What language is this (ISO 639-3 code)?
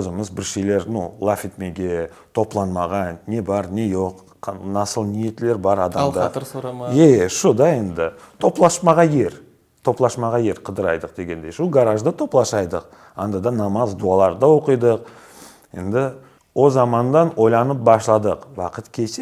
crh